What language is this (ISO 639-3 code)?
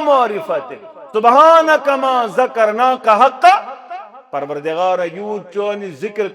kas